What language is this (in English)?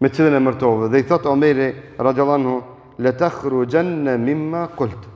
Albanian